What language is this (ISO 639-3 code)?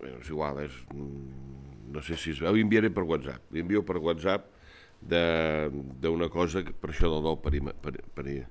cat